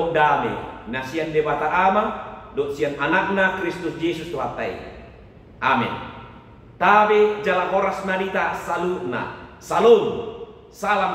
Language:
Batak Toba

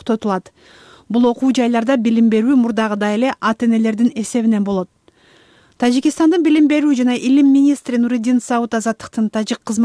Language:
Kyrgyz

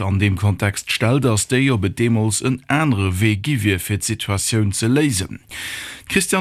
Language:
Luxembourgish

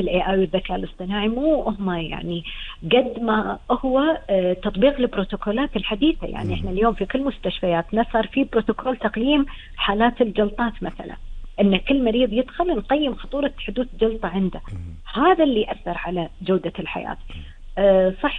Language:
Gulf Arabic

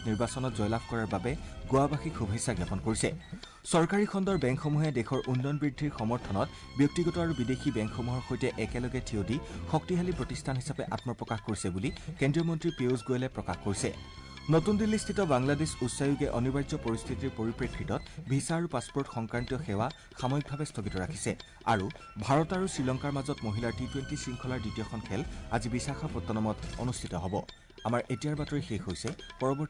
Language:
Assamese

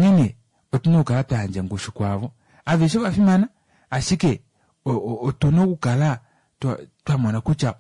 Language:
Kuanyama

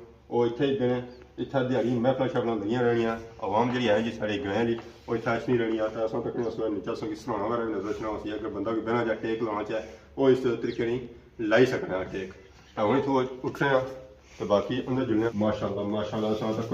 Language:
Pahari-Potwari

